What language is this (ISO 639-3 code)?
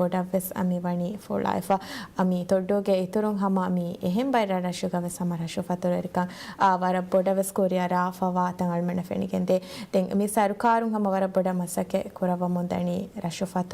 div